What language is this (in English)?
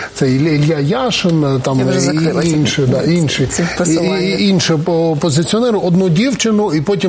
Ukrainian